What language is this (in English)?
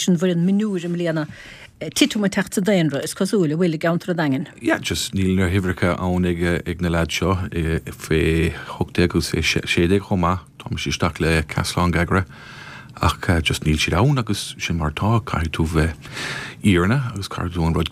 Irish